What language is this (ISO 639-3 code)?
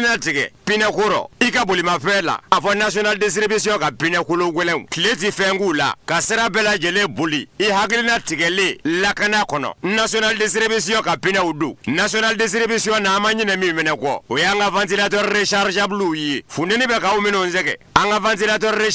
bam